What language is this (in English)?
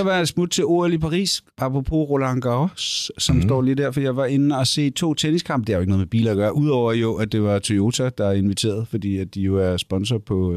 Danish